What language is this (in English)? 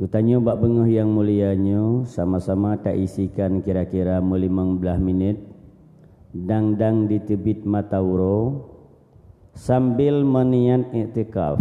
Achinese